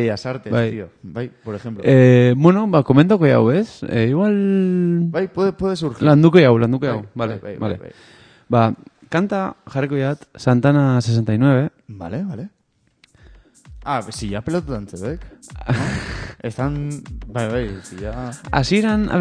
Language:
Basque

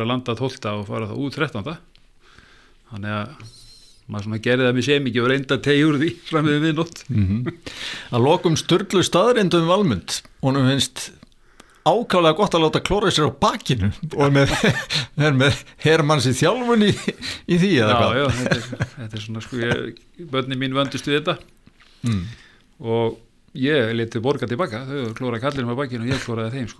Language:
Icelandic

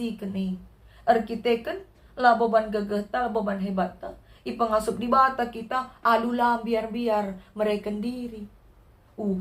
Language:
Batak Karo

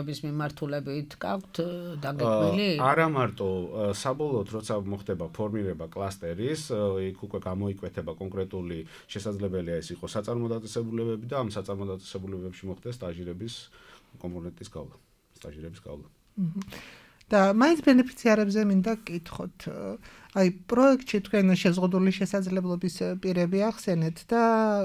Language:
Georgian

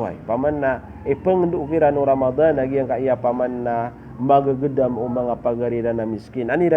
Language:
Maranao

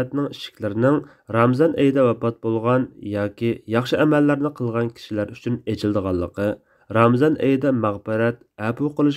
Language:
Uyghur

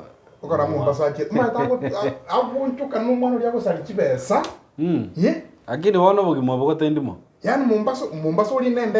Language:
Gusii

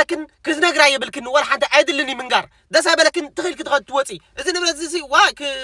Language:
Tigrinya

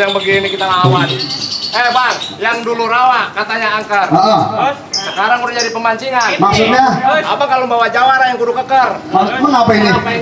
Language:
Betawi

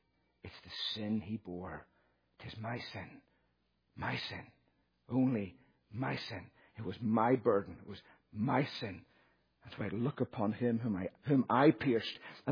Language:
English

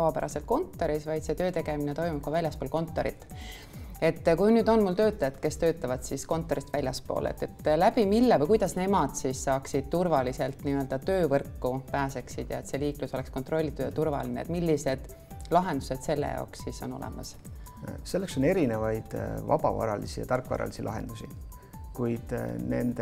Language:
Estonian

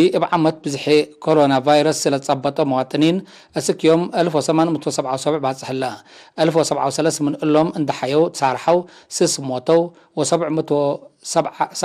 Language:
Tigre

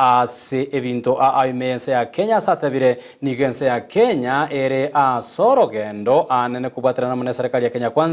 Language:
Gusii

